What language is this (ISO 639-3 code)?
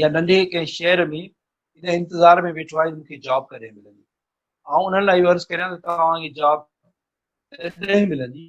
snd